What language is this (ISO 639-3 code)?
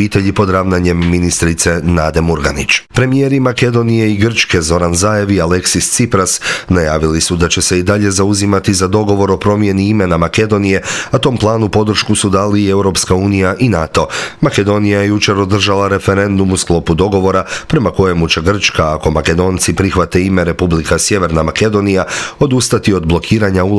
hrv